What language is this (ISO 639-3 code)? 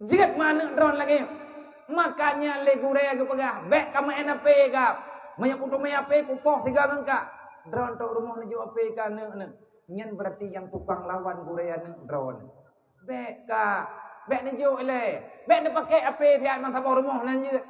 ace